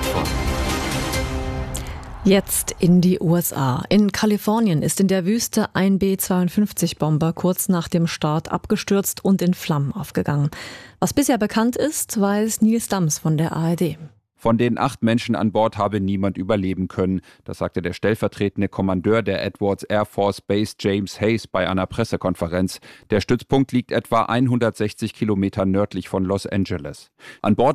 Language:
German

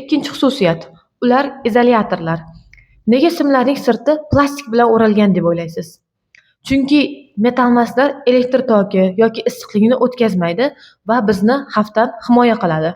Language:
Uzbek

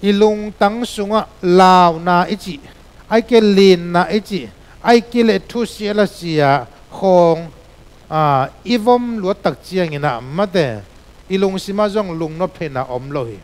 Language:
Tedim Chin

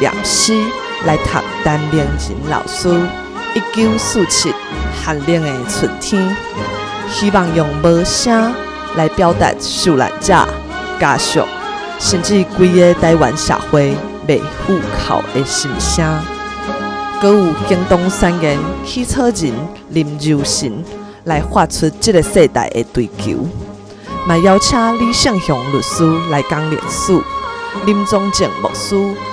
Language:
Min Nan Chinese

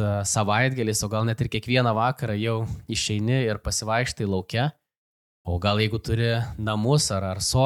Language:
Lithuanian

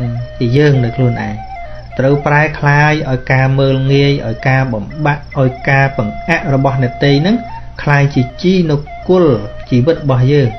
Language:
Khmer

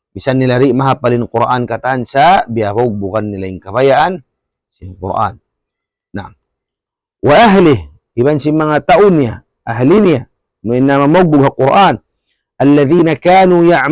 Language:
Tausug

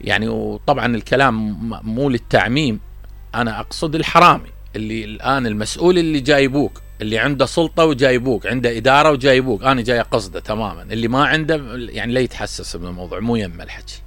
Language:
Mesopotamian Arabic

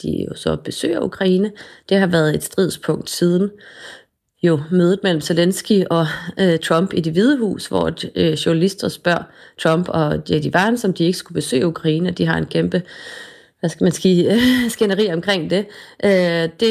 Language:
Danish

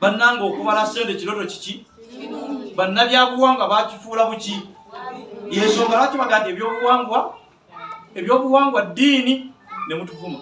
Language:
Ganda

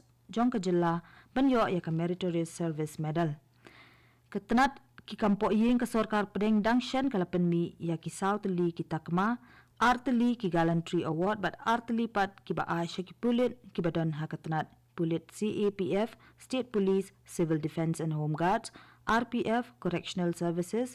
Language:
Khasi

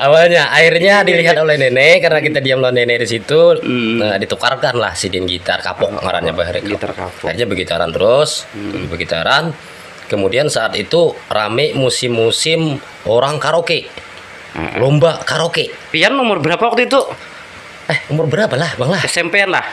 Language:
Banjar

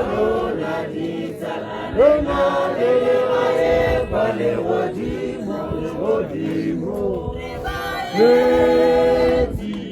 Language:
Tswana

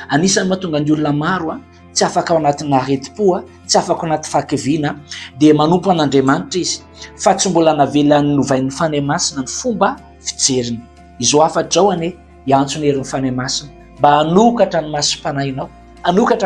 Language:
Malagasy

